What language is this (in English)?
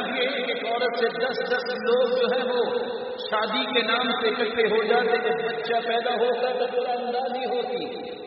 Urdu